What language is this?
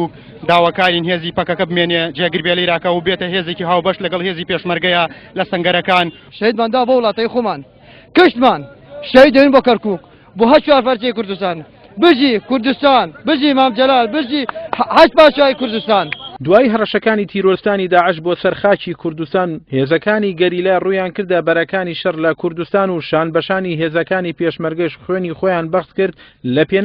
Central Kurdish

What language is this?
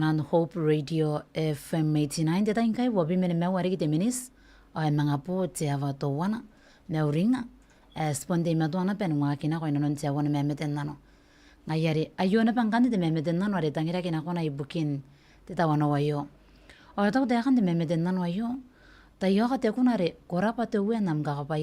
Gilbertese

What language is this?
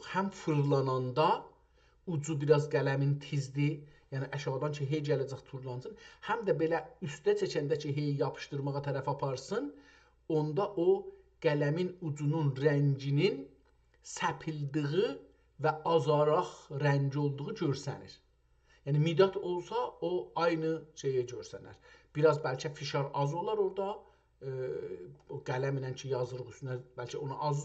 South Azerbaijani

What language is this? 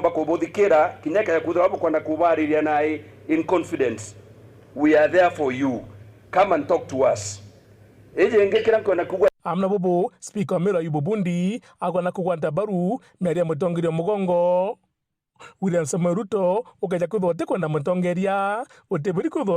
Meru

